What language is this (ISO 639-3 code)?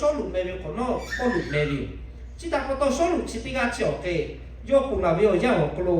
lhu